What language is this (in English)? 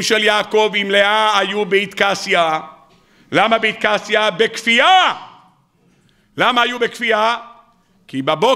Hebrew